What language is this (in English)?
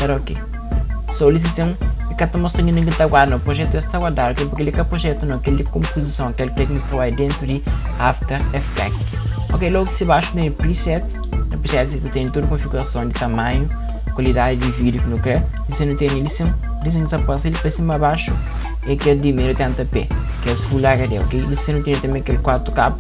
Kabuverdianu